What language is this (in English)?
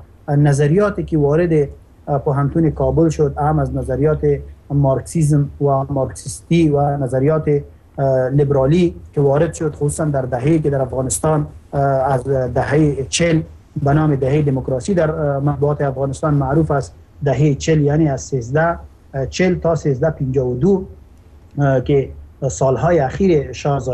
Persian